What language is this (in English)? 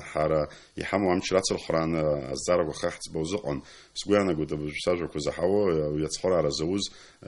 Abkhazian